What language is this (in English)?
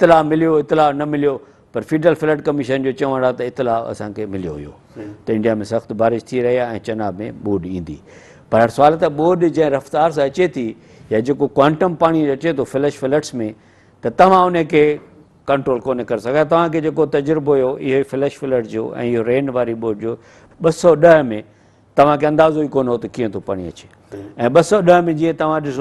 Sindhi